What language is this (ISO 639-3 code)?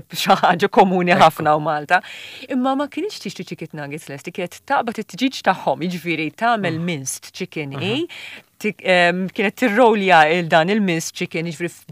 mlt